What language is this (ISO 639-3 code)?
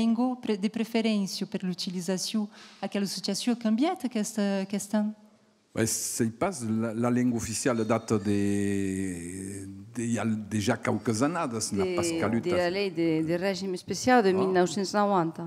oci